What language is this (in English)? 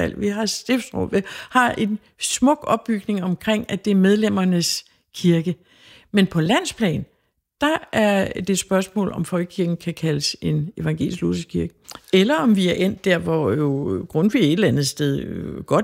Danish